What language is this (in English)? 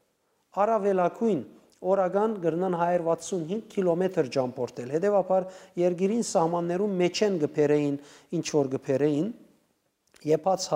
Western Armenian